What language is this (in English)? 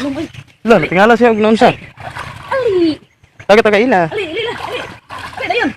Cebuano